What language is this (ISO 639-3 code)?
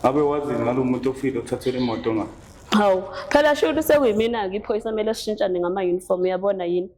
zul